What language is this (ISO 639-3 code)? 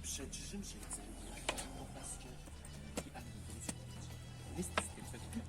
kbd